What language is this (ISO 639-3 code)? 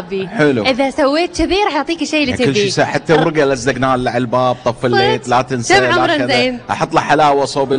afb